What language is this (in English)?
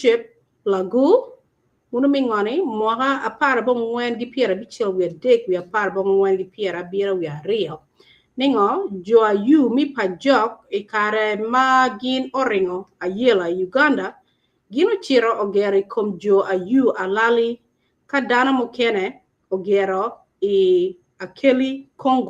Acoli